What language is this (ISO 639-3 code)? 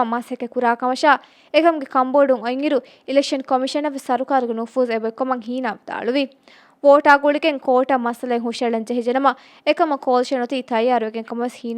div